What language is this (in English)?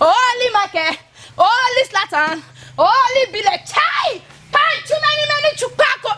Bini